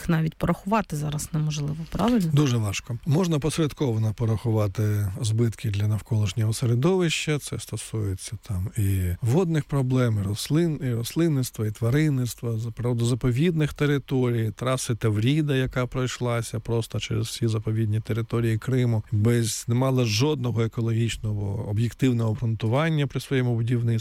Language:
Ukrainian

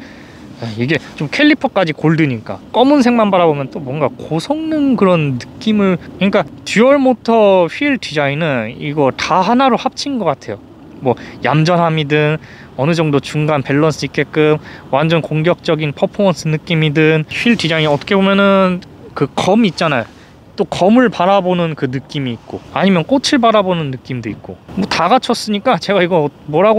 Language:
Korean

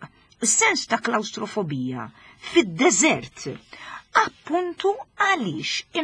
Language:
Maltese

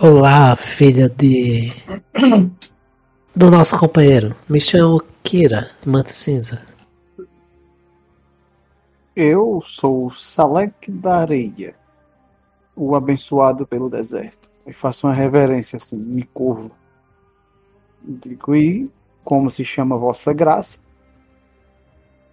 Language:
Portuguese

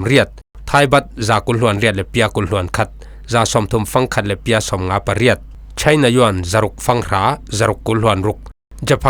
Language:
Falam Chin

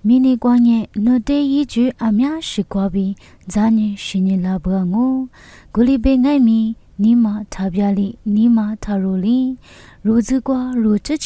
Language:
Lisu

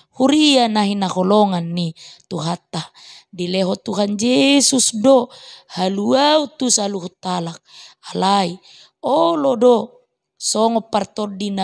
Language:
Batak Toba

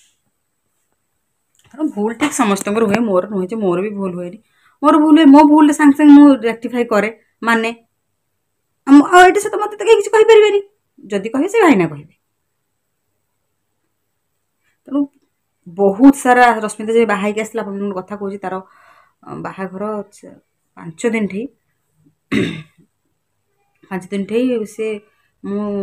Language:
Odia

